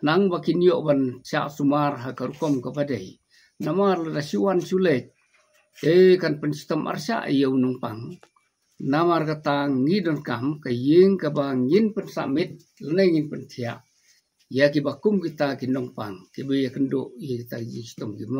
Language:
Khasi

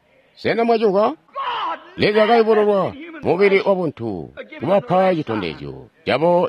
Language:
Tonga (Zambia)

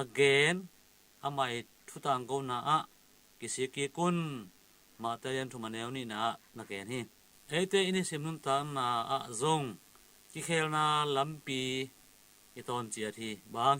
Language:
Tedim Chin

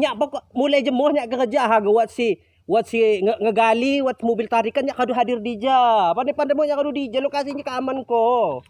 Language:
Lampung Api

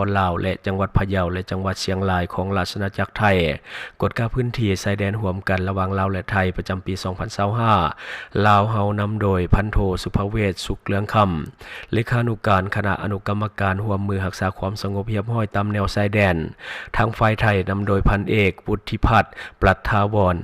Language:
Lao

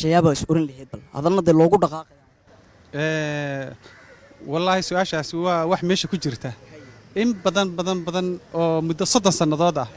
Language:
Somali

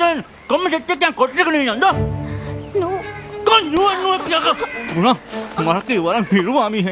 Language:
Divehi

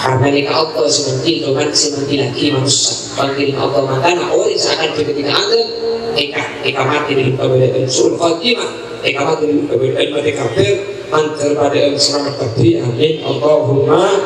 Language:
Madurese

